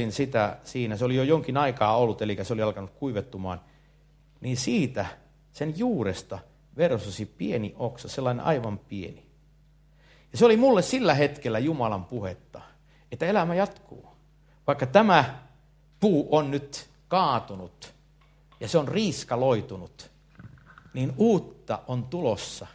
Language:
Finnish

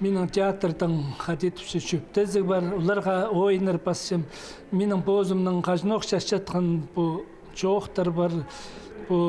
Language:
Khakas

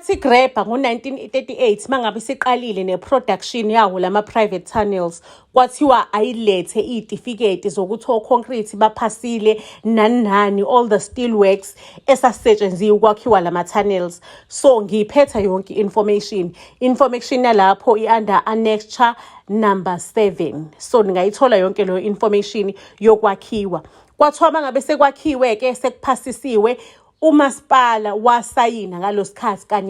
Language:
Zulu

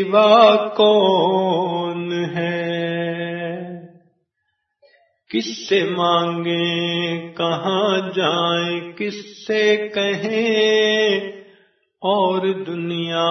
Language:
Urdu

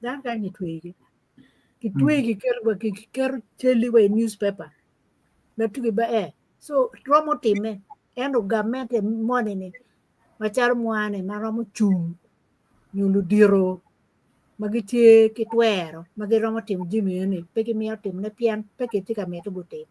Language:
Acoli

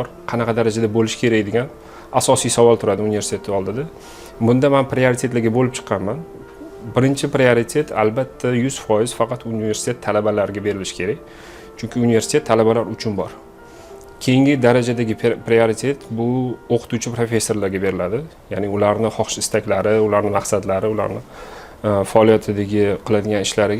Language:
Uzbek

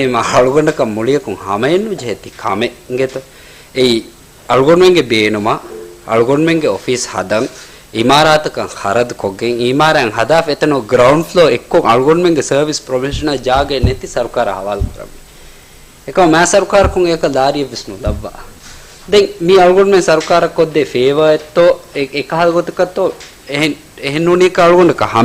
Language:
Divehi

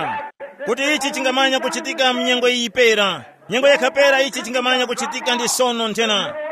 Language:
Tumbuka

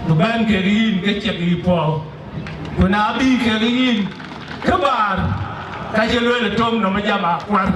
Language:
Dinka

